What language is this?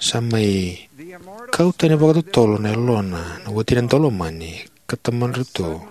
Fijian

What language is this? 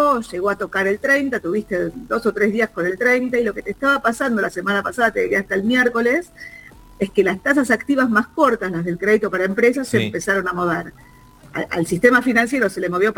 Spanish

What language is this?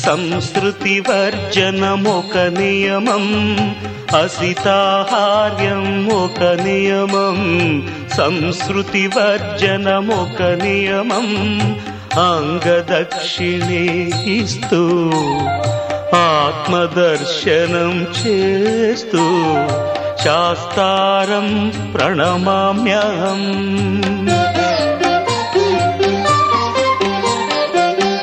Telugu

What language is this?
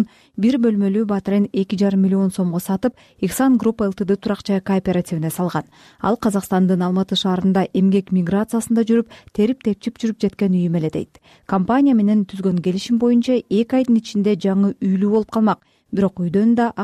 Kyrgyz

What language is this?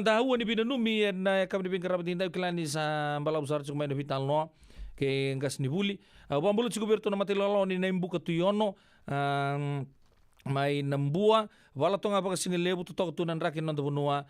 Fijian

